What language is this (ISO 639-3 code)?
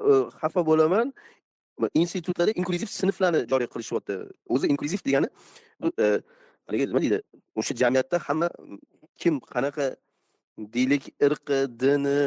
uzb